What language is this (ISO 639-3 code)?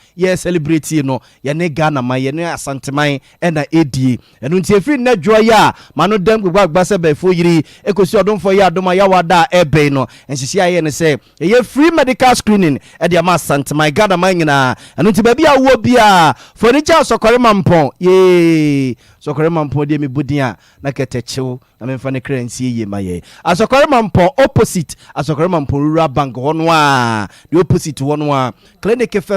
aka